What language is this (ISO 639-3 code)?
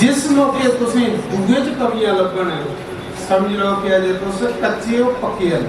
doi